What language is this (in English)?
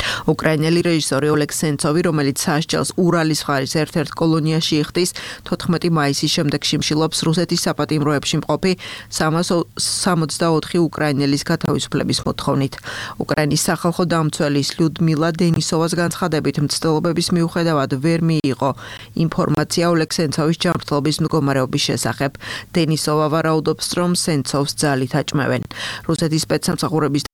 Georgian